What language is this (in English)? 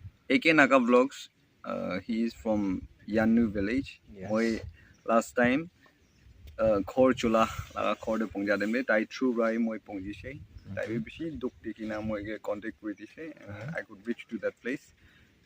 Naga Pidgin